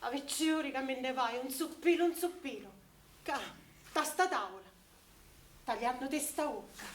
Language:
Sicilian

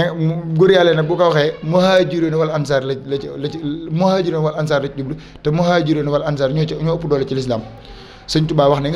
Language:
Wolof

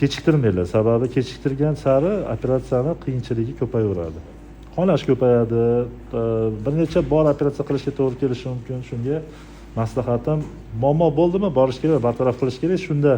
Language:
Uzbek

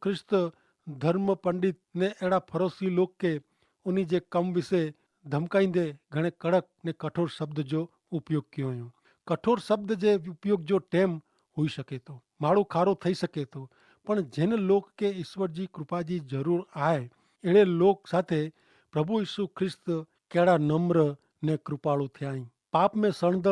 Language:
Kachhi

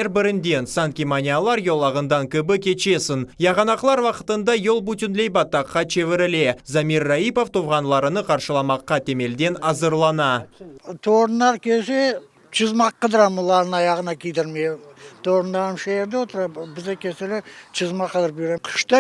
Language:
Crimean Tatar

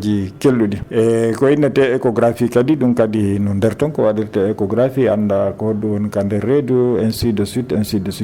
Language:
Fula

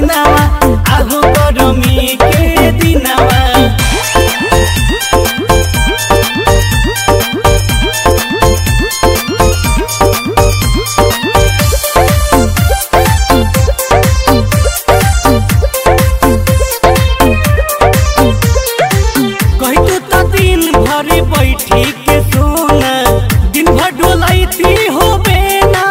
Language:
Bhojpuri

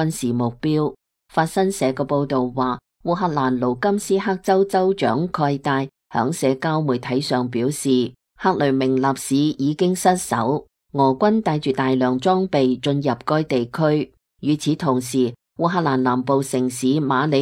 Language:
Cantonese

